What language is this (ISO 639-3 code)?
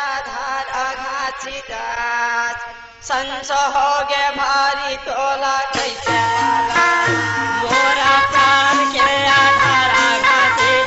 hne